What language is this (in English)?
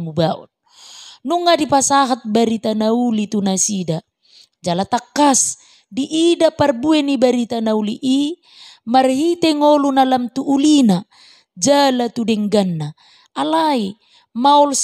Batak Toba